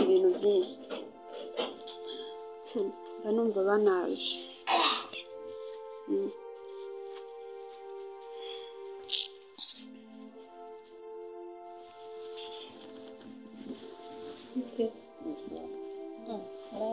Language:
Kinyarwanda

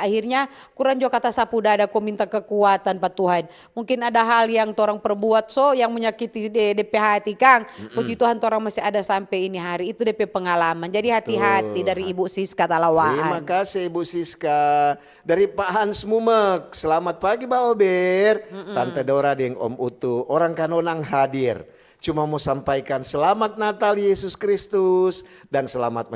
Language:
Manado Malay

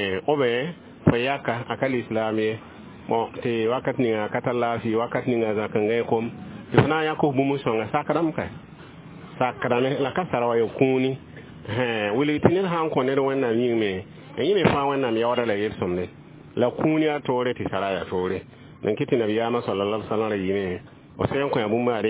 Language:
Mossi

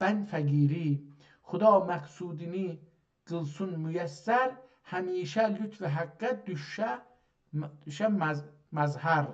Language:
South Azerbaijani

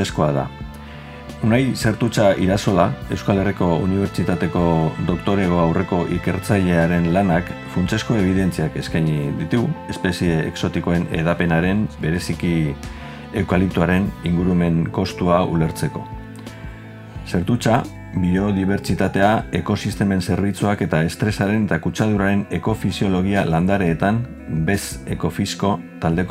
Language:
Basque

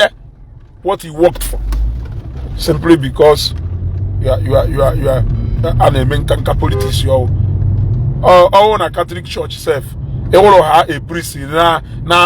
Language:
Igbo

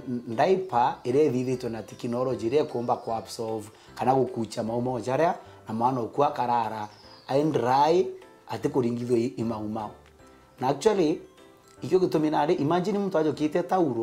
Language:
Meru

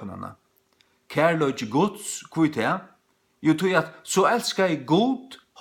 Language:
Faroese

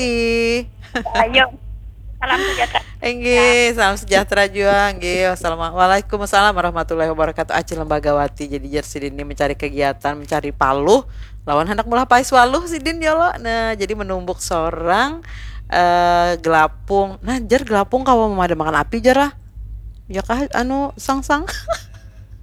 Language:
Banjar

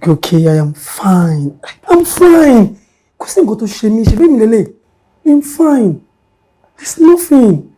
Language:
Yoruba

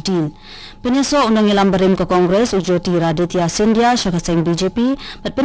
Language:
Khasi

